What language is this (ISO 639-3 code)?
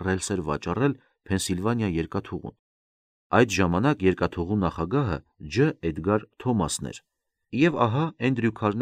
hye